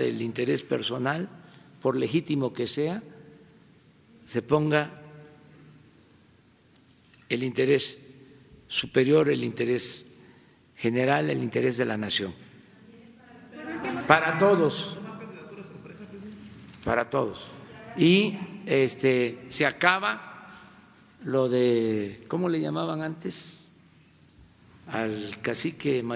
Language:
Spanish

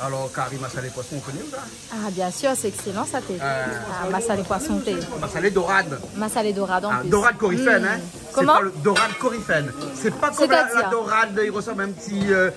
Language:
Réunion Creole French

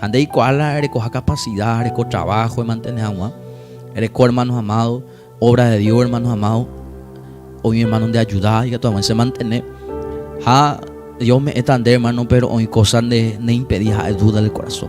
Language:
Guarani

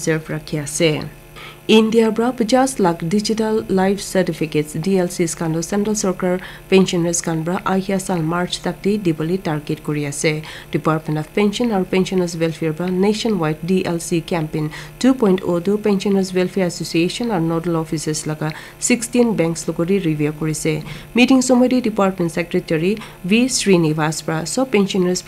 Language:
Naga Pidgin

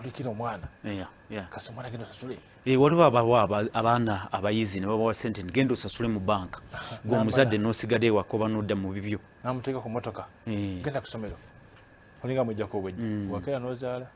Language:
Ganda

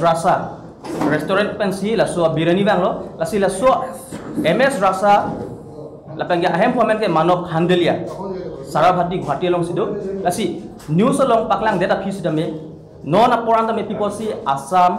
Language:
Karbi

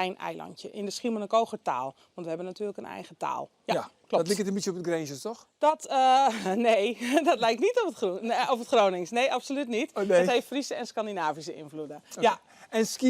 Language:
Western Frisian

